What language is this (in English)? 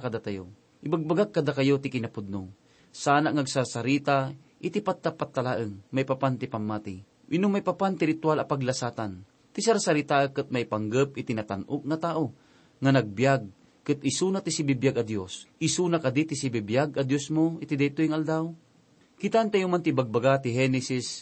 Iloko